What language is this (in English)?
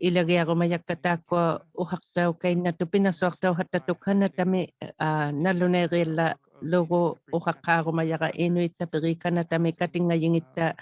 Inuktitut